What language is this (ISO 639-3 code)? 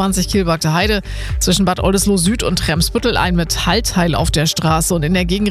deu